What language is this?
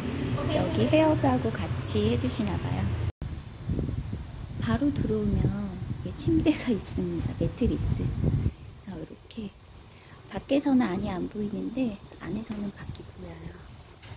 Korean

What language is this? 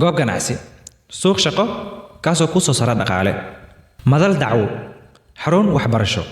Somali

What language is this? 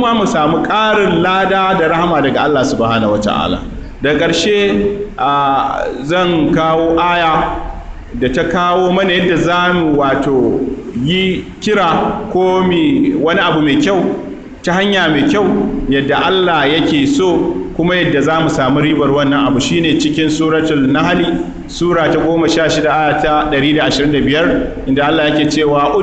Hausa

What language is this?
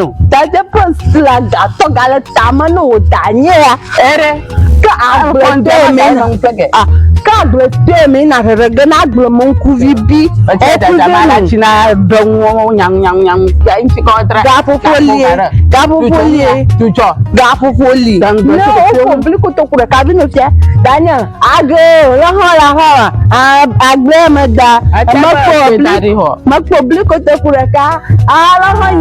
Ewe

